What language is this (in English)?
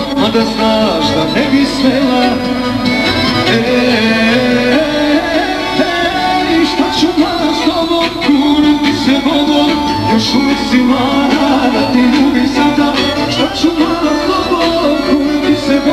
Serbian